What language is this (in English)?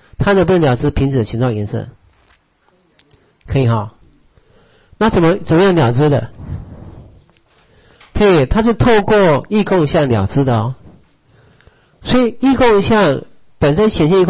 Chinese